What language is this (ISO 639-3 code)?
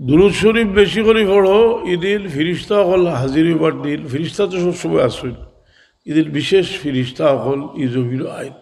syl